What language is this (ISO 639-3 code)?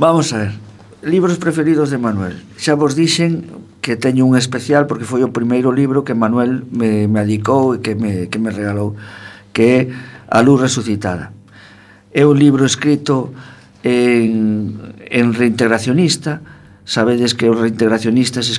glg